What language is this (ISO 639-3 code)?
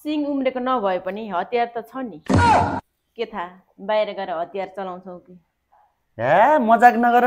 nep